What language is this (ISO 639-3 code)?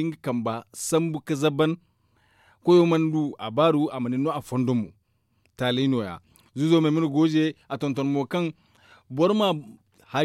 dje